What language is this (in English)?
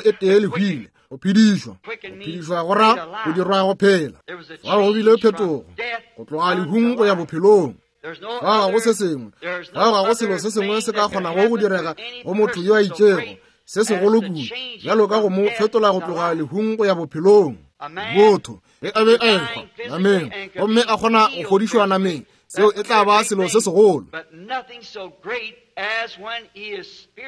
Northern Sotho